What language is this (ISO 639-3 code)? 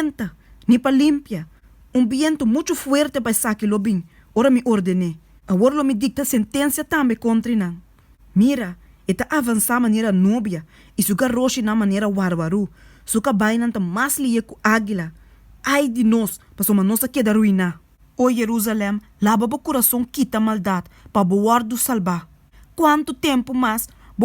pap